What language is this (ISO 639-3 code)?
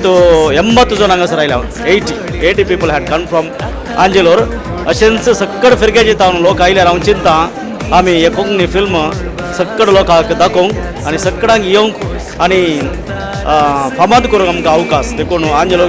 kok